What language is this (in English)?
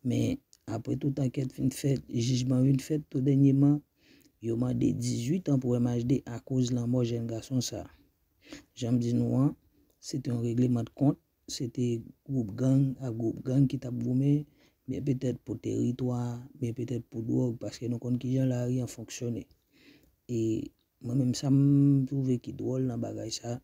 Haitian Creole